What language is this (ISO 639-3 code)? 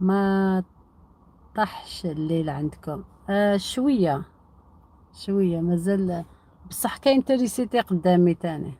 arq